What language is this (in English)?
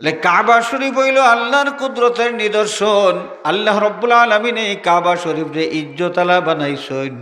Sylheti